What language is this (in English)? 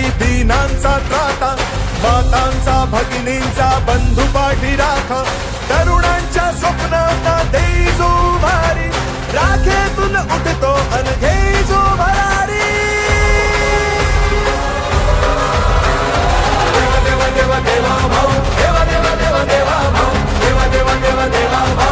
Marathi